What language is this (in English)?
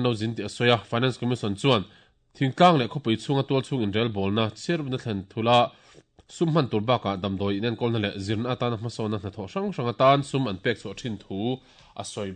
Mizo